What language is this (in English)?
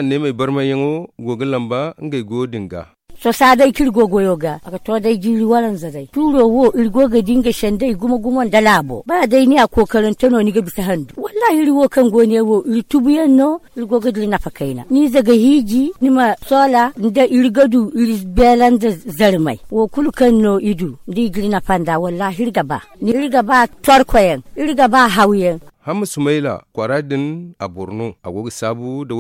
Zarma